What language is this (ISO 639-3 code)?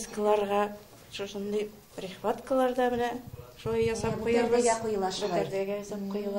tat